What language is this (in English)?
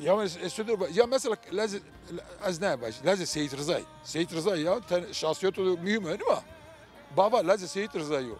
Zaza